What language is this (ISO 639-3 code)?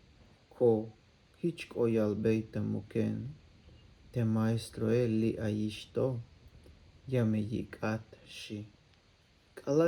tzh